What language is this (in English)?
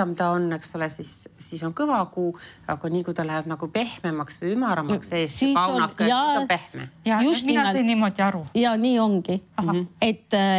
Estonian